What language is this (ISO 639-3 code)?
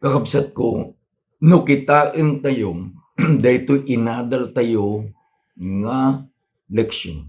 ilo